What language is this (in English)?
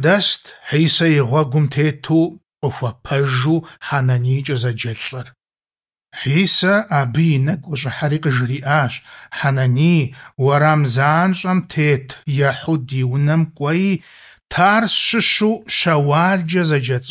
Kabardian